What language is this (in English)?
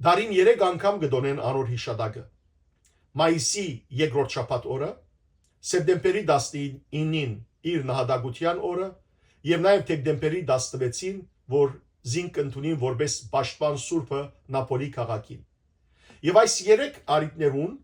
Western Armenian